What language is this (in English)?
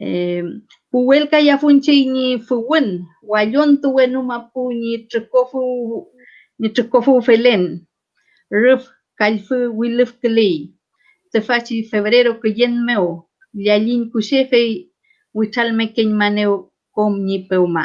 Mapuche